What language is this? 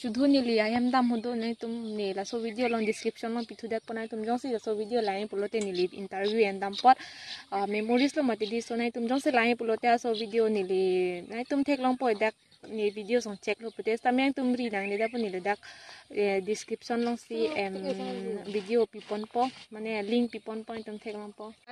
Karbi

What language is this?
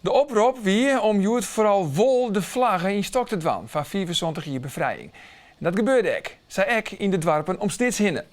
Western Frisian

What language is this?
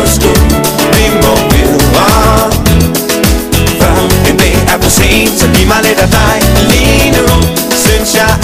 Danish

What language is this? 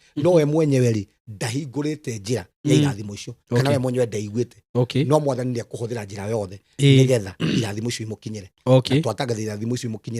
Kikuyu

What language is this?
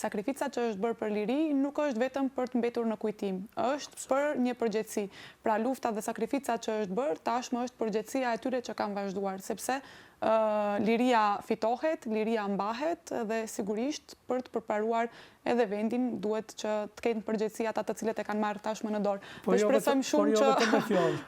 Albanian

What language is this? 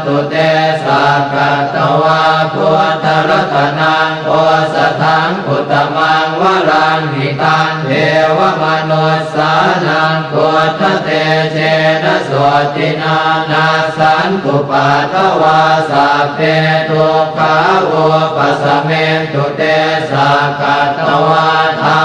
Pali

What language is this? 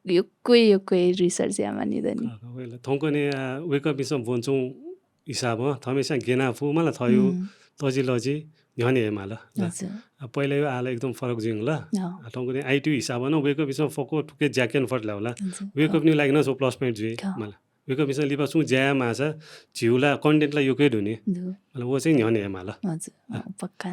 Newari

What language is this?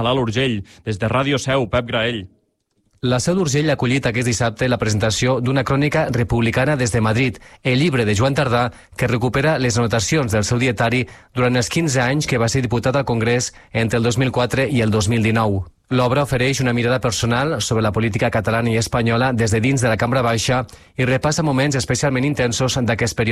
Catalan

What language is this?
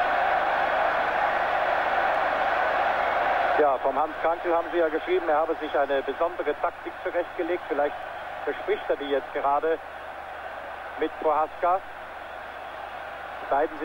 German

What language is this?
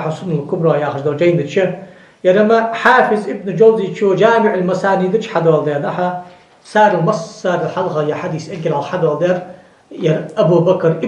Ingush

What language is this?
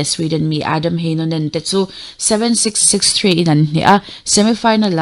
Mizo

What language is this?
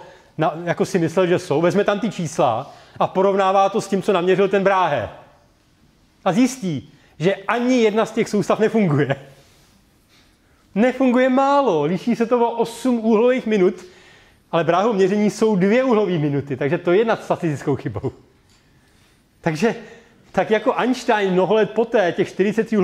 Czech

